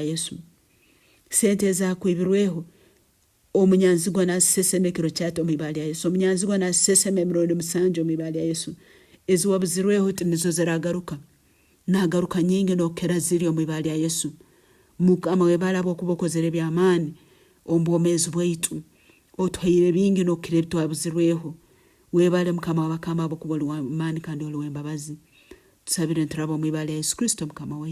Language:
Nyankole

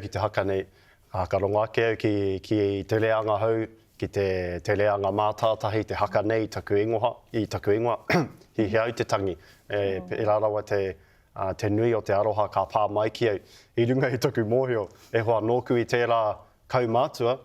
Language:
Māori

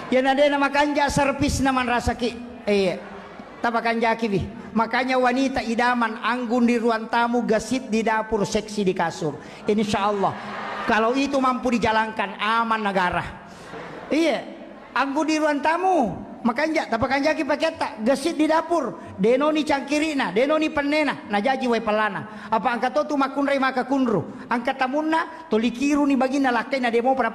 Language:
Buginese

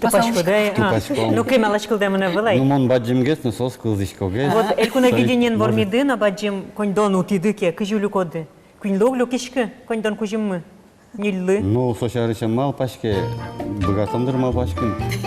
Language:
Udmurt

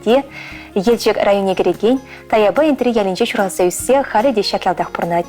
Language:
Chuvash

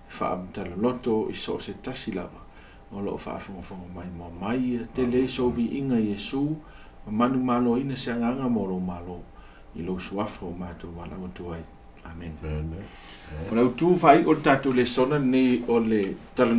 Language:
Samoan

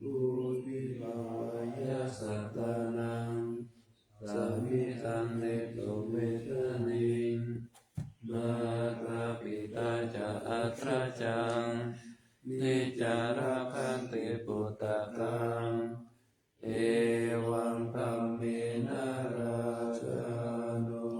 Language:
Pali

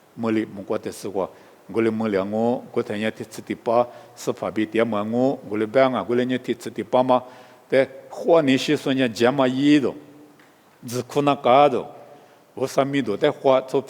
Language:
Lisu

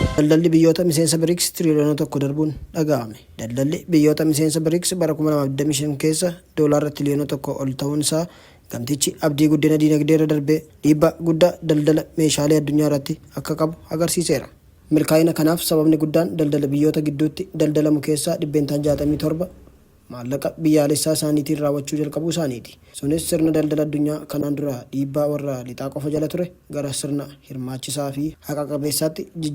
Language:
Oromo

